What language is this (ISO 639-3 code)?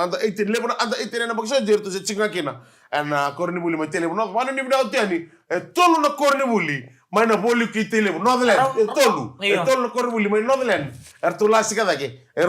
fij